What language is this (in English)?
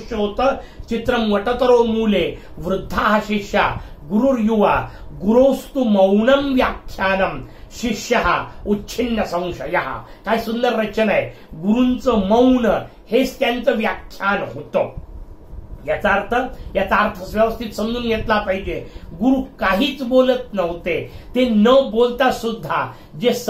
Marathi